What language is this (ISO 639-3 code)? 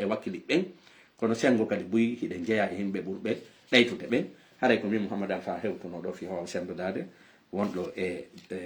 ful